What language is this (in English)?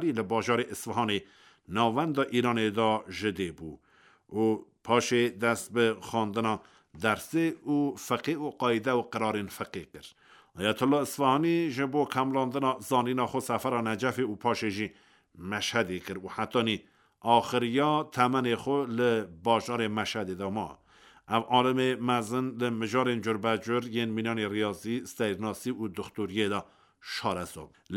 Kurdish